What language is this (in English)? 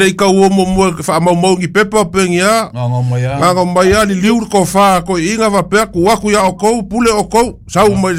Samoan